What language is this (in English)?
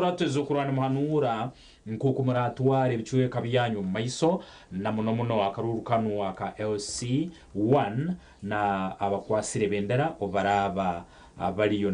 Nyankole